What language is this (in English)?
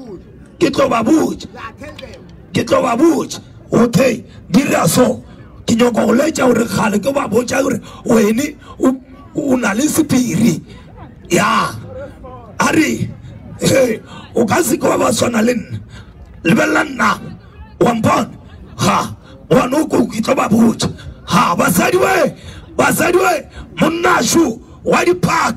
Northern Sotho